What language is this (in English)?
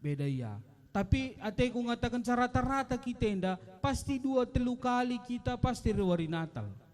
Batak Karo